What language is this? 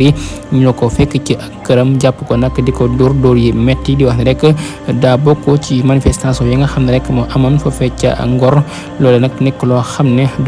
Wolof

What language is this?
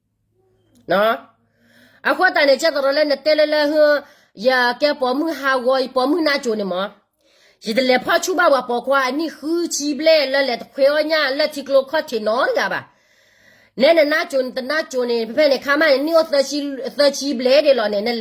S'gaw Karen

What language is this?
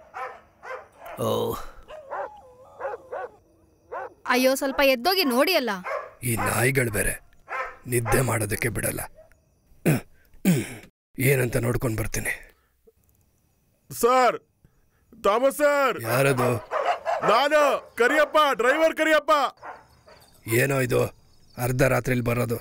Kannada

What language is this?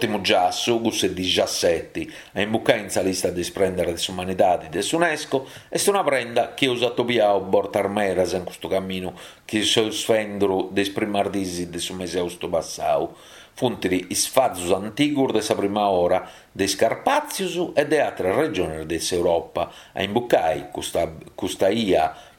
Sardinian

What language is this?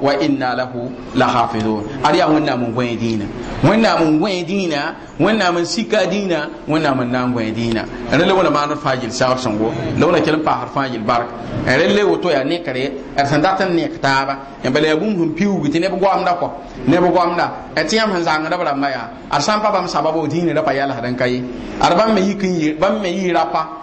Mossi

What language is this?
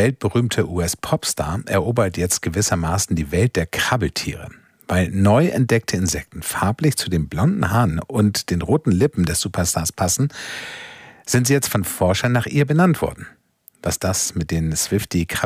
German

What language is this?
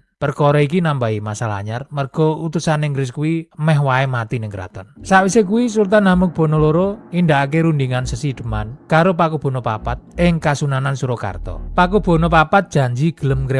Javanese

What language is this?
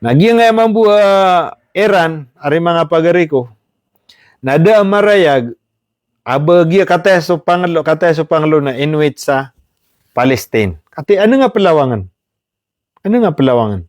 Maranao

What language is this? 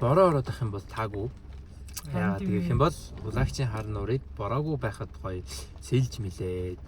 Mongolian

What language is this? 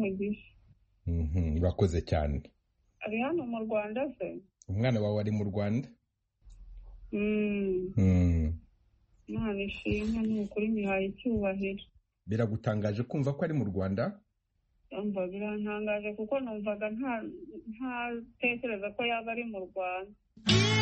Kinyarwanda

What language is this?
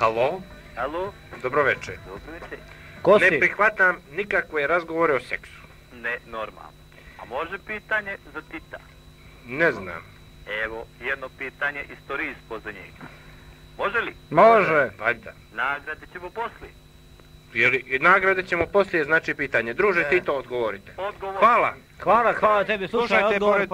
Bosnian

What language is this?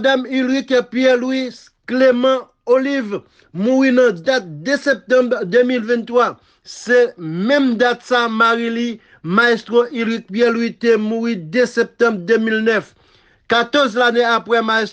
Haitian Creole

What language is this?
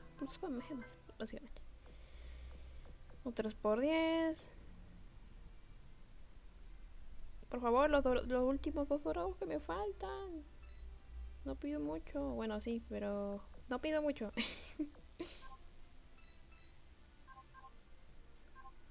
Spanish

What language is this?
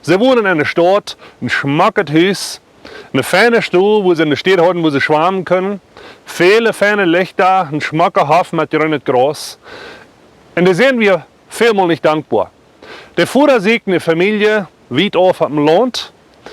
Plautdietsch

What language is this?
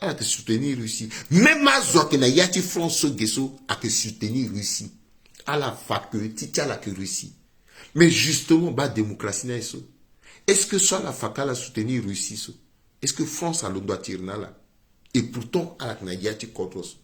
Sango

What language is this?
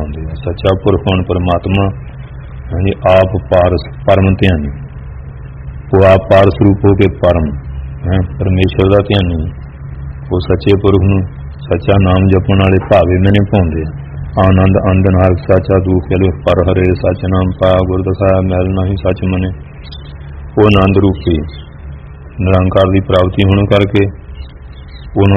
Punjabi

